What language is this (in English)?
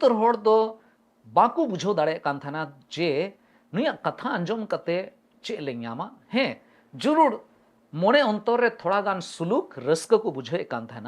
Santali